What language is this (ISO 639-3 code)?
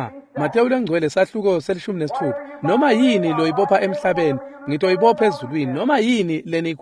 ssw